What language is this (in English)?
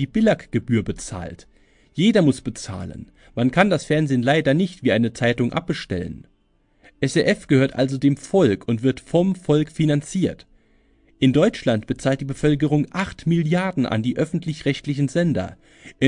German